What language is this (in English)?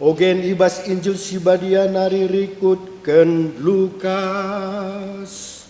Batak Karo